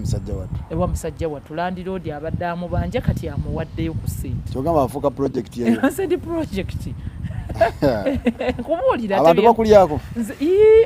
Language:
Ganda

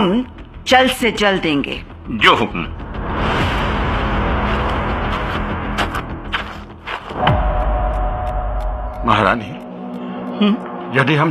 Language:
Hindi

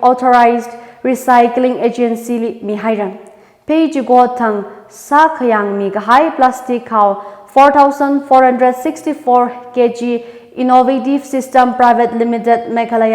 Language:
Tangkhul Naga (India)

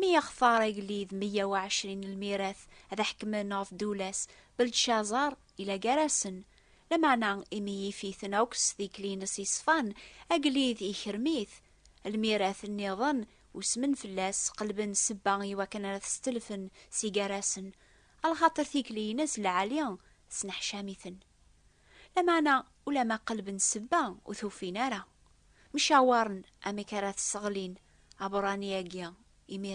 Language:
Kabyle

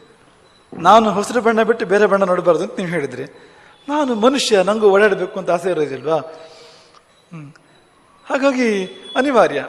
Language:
Kannada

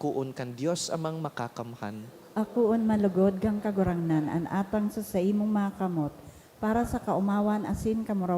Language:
Bikol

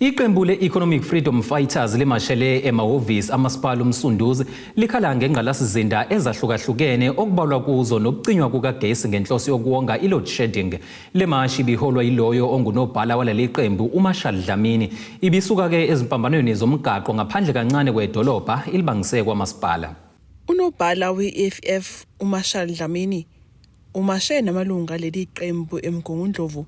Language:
Zulu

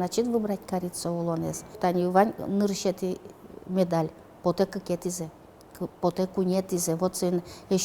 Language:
Udmurt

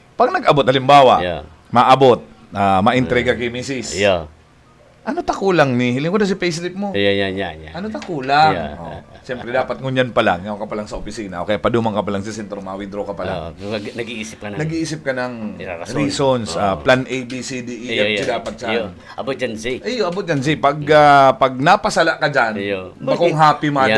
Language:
Bikol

